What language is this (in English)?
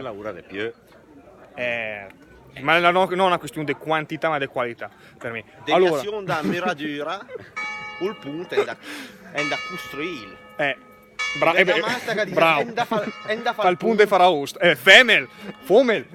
Lombard